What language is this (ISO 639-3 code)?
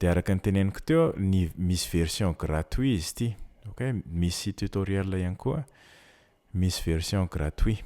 mlg